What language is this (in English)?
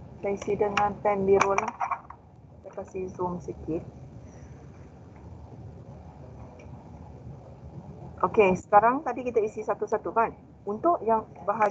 Malay